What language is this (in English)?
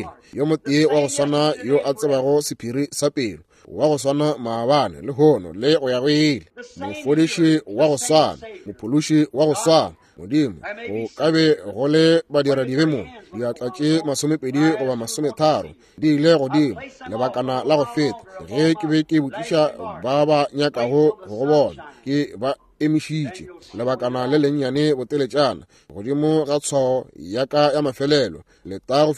Northern Sotho